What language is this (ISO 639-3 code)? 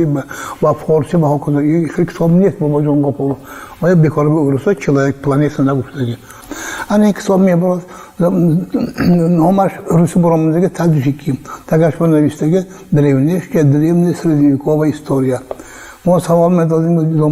tgk